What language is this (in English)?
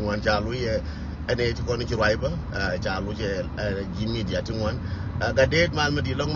Nuer